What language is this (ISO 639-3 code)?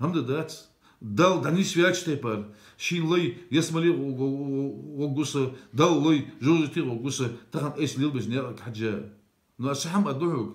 inh